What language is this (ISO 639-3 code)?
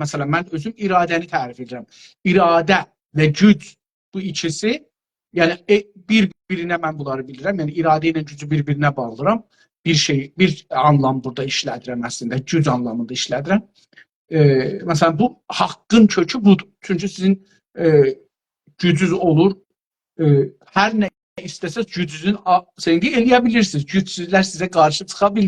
azb